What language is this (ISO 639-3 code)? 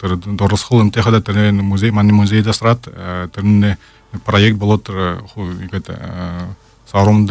bua